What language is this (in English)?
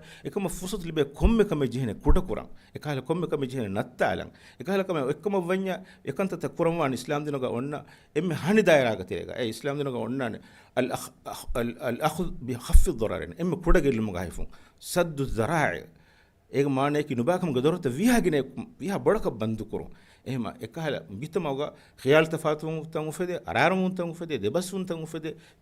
Divehi